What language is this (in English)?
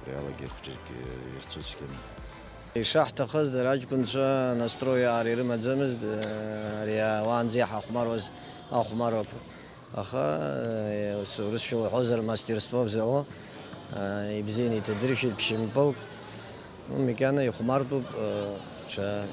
Abkhazian